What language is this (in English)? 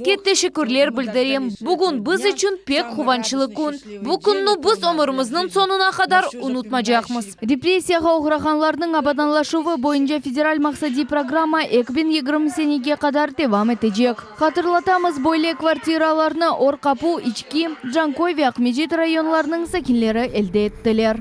Crimean Tatar